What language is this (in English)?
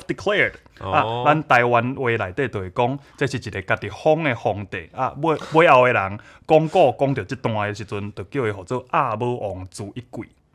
Min Nan Chinese